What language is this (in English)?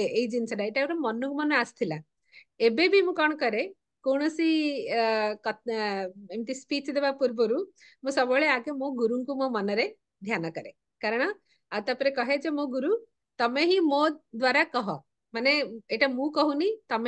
Odia